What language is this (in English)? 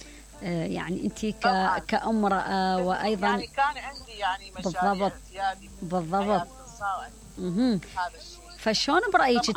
Mesopotamian Arabic